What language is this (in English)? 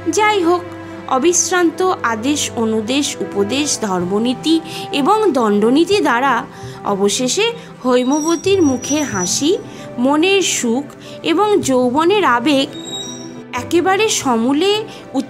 Bangla